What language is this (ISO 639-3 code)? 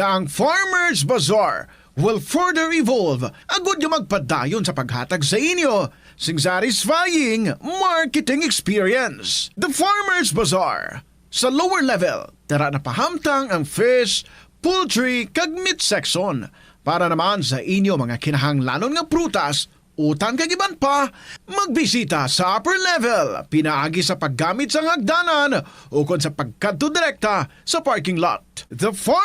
hil